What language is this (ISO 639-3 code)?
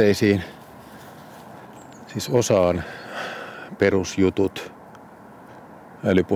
fin